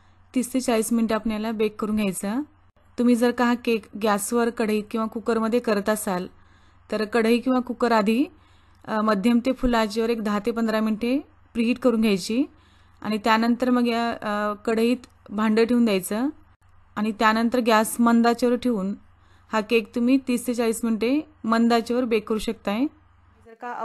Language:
Marathi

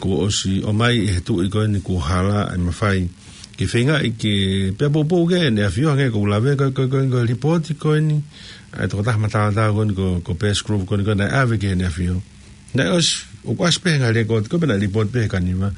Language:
Tongan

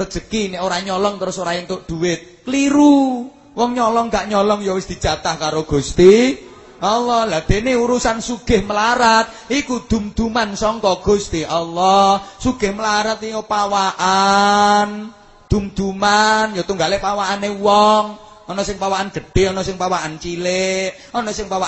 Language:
Javanese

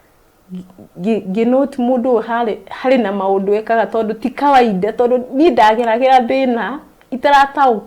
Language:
Kikuyu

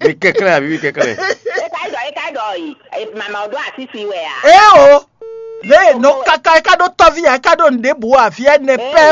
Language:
Fon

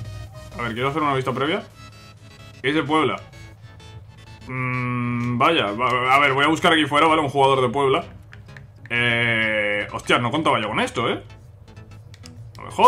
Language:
Spanish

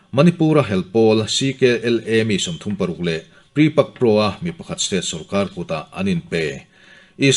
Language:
Mizo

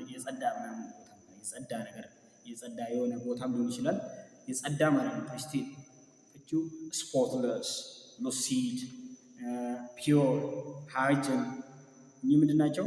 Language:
Amharic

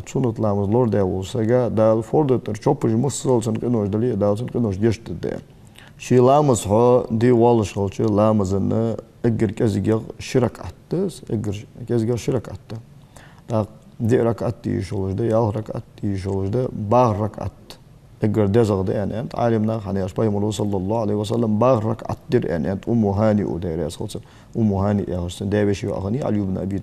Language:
Ingush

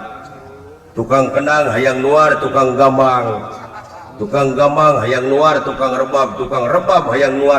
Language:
Sundanese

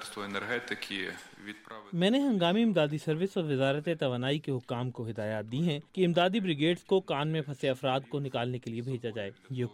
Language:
Urdu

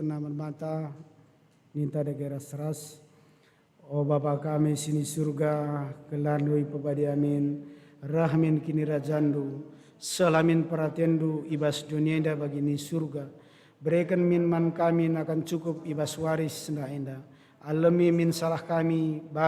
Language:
Batak Karo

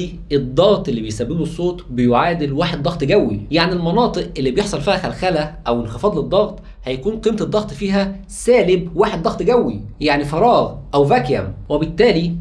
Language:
Egyptian Arabic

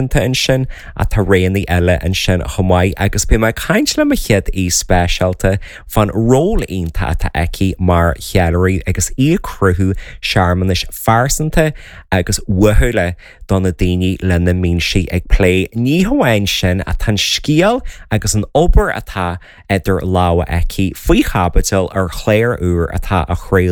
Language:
Irish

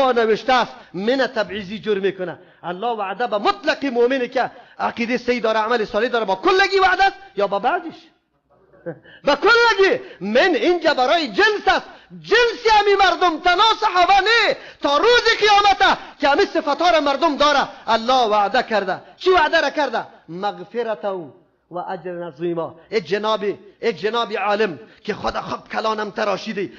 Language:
Persian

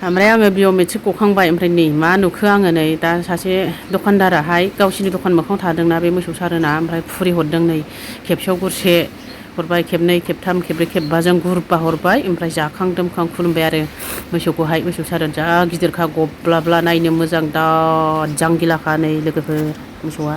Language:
Bodo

